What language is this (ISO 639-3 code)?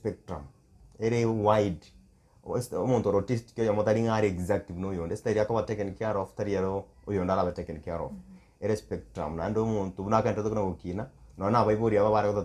guz